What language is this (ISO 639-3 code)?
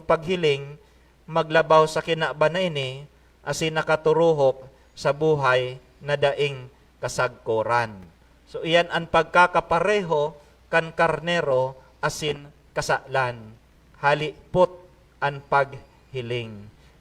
bik